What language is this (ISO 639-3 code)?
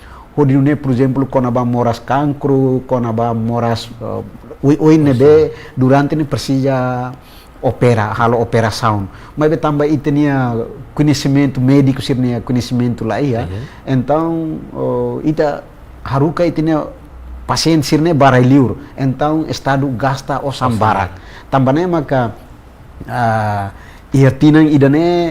tet